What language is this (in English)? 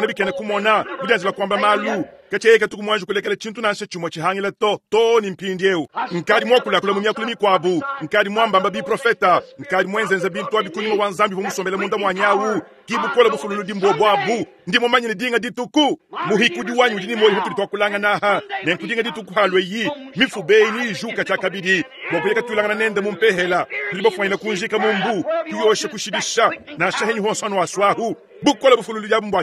Luba-Lulua